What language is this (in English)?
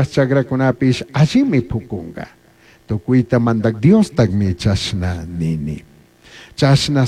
Chimborazo Highland Quichua